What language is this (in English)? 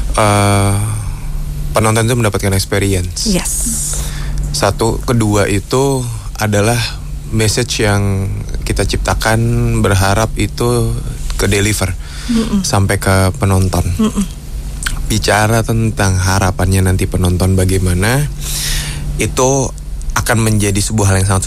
Indonesian